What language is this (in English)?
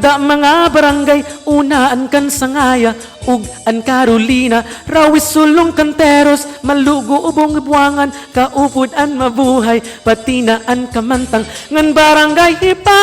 Waray